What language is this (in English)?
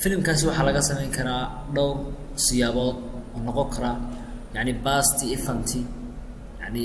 Somali